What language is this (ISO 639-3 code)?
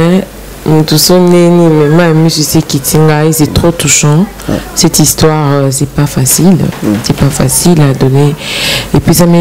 lin